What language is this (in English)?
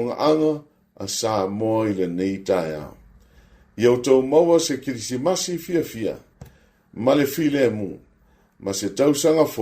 Samoan